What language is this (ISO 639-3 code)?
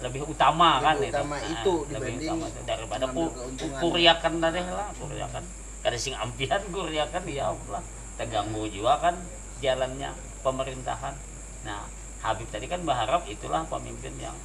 bjn